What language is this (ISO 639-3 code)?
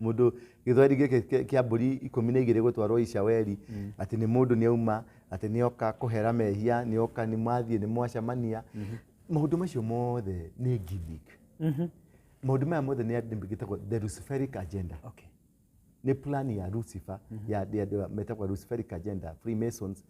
kik